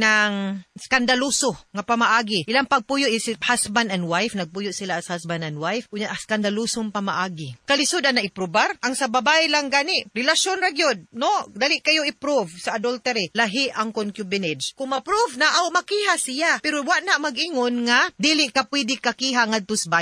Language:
Cebuano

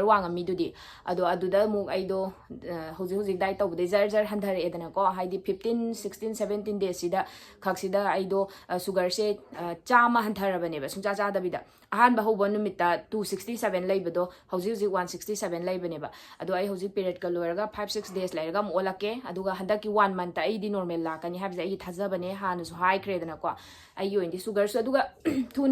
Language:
Manipuri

